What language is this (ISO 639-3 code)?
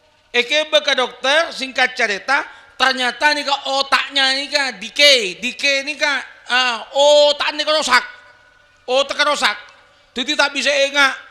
mad